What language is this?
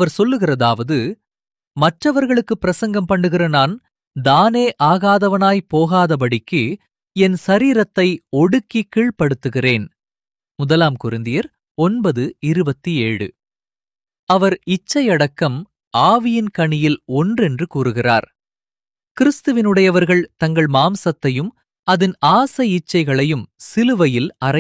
Tamil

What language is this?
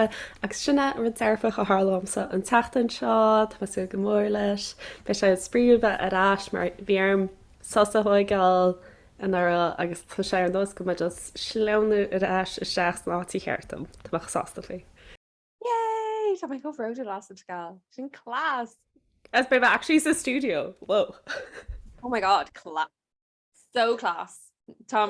Irish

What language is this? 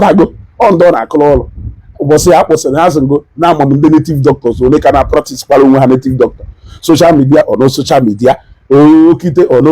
Igbo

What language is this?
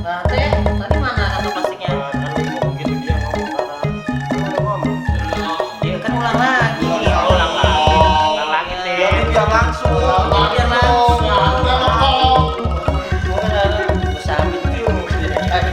Betawi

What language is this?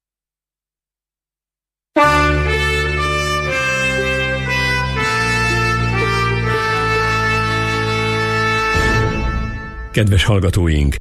Hungarian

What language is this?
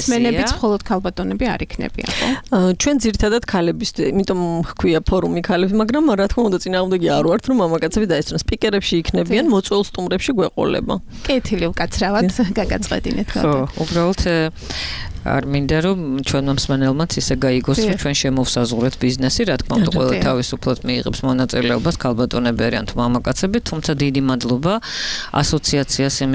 Georgian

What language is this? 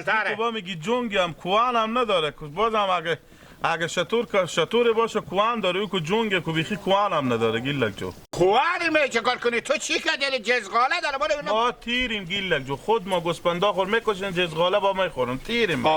Hazaragi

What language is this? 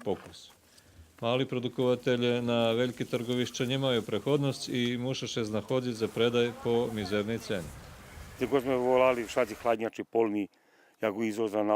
Rusyn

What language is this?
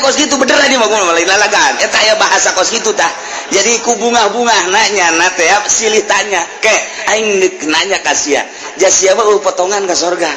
Sundanese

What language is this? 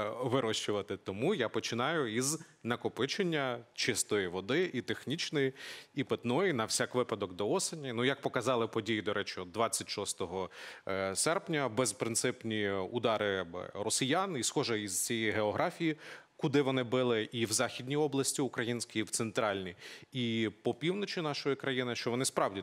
Ukrainian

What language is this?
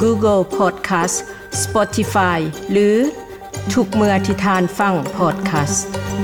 Lao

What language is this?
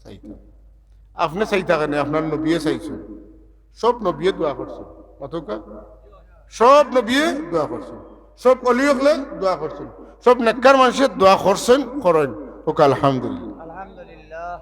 Sylheti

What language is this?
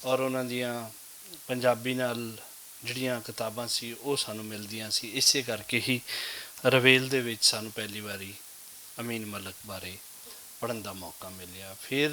Western Panjabi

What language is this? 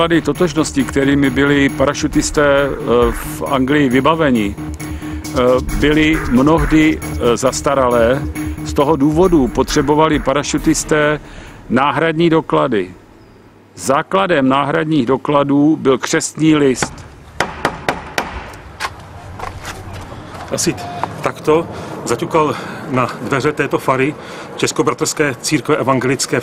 Czech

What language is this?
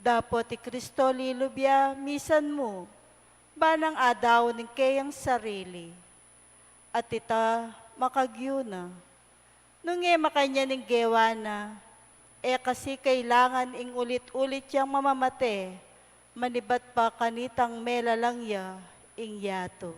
Pampanga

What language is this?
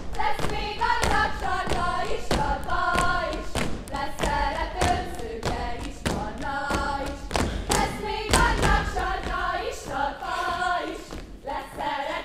Hungarian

